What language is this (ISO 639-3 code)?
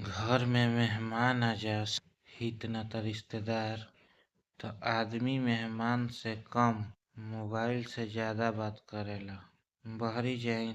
bho